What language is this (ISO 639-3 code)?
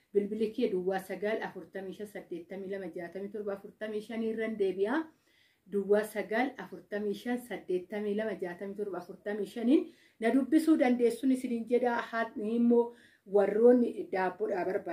orm